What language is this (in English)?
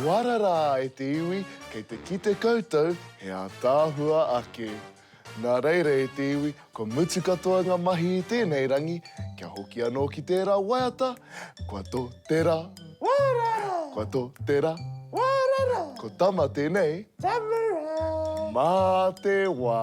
Māori